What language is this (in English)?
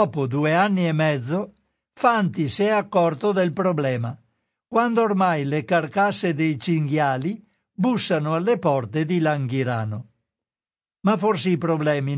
Italian